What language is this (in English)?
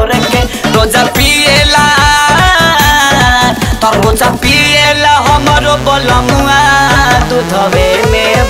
Bhojpuri